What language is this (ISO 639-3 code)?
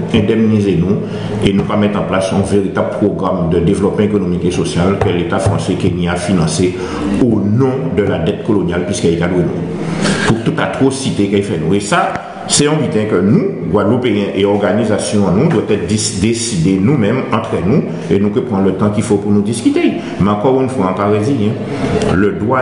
gcf